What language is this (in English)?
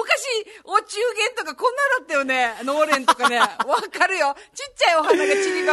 Japanese